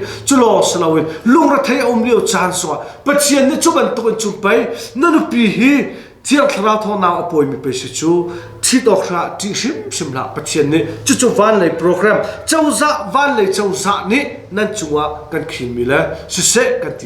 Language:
Hakha Chin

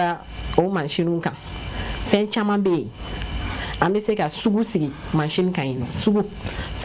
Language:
Bambara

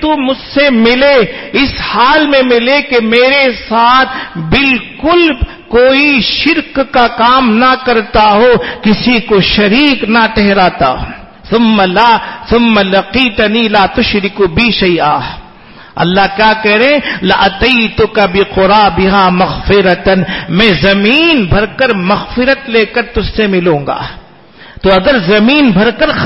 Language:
Urdu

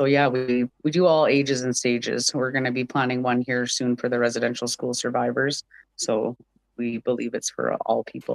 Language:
Western Canadian Inuktitut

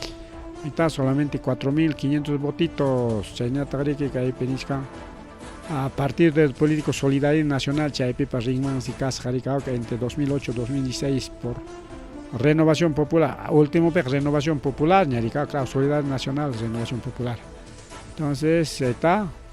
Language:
Ayacucho Quechua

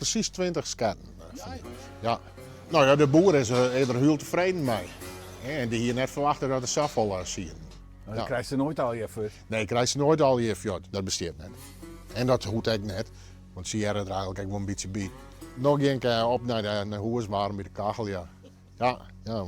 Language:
Western Frisian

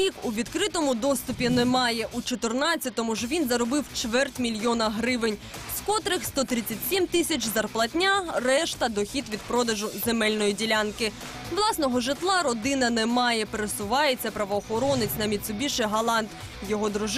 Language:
Ukrainian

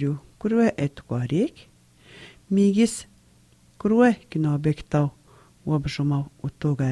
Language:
Atikamekw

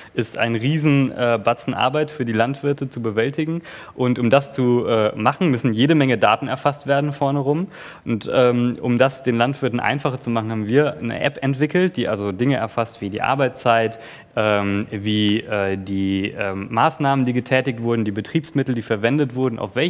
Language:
German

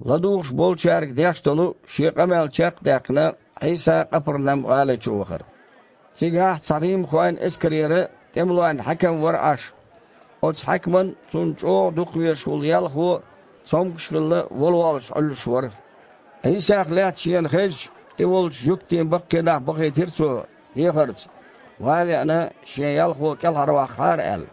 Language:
Chechen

